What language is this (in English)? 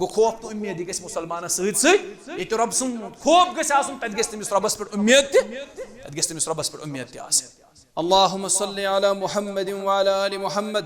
Kashmiri